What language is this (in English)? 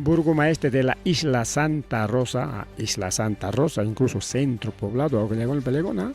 Ayacucho Quechua